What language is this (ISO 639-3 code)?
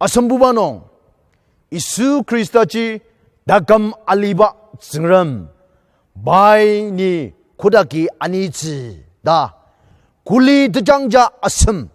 njo